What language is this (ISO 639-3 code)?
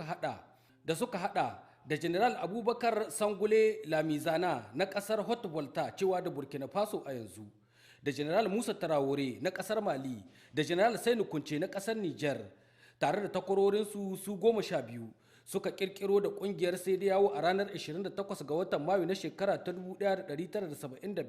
hau